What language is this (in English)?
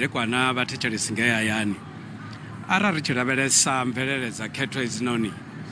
Venda